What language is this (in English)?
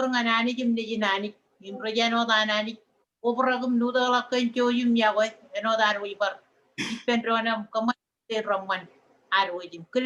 Marshallese